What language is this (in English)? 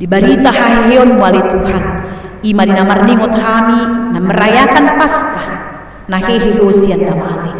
Batak Toba